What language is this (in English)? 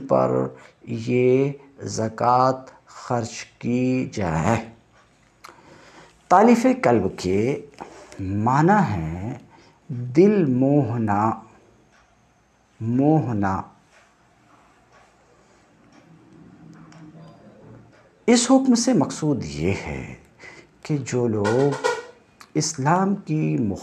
Urdu